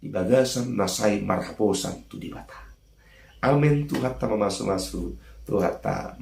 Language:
Batak Toba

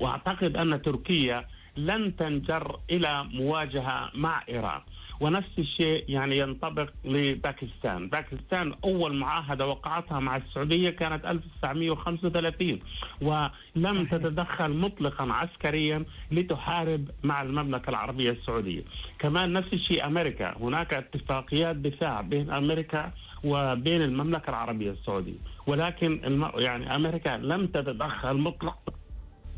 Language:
Arabic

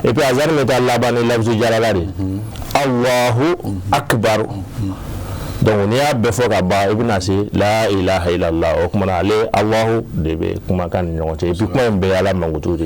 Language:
Bambara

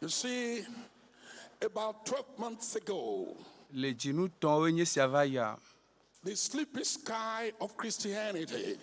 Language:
Ewe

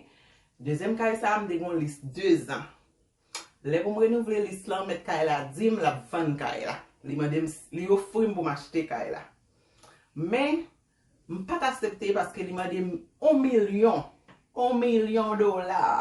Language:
Haitian Creole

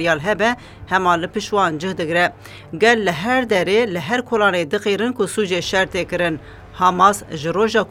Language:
Kurdish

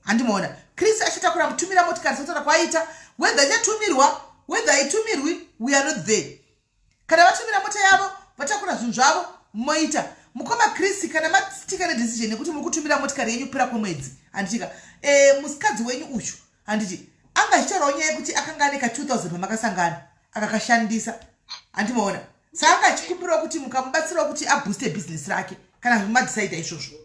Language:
Shona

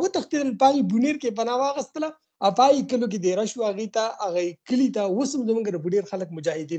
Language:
Pashto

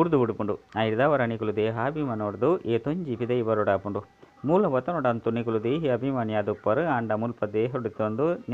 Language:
Tulu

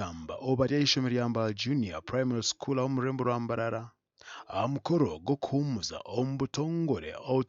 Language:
Nyankole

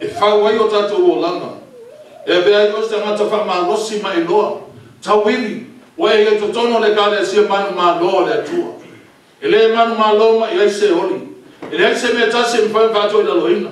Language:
Samoan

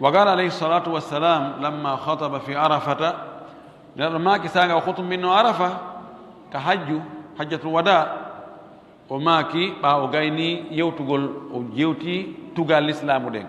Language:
Pular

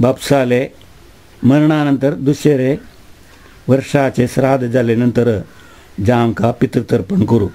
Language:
Konkani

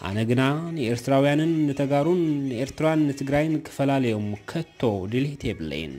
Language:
Tigrinya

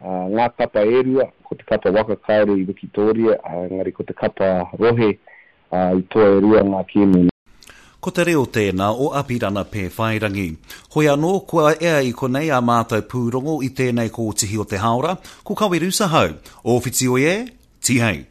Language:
Māori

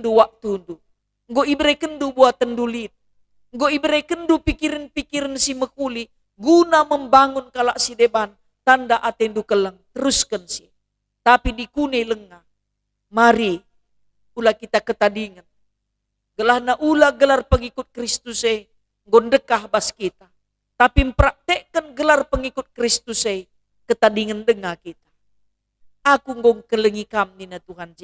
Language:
Batak Karo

